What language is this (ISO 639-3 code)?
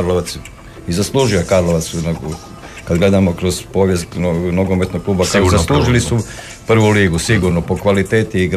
hrv